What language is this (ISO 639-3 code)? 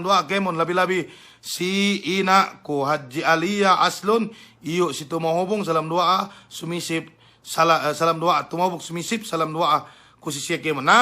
yka